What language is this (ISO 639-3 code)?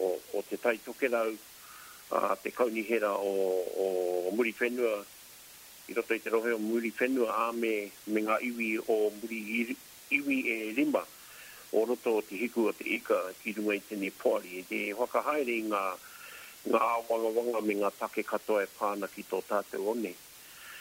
mri